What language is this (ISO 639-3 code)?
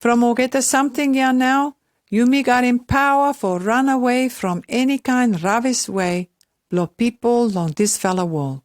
pis